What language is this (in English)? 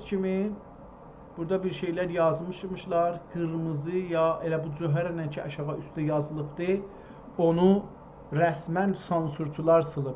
South Azerbaijani